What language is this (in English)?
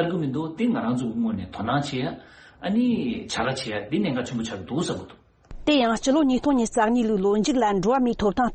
Tibetan